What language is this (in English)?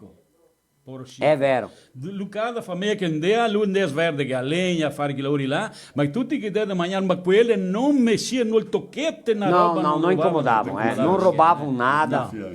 Venetian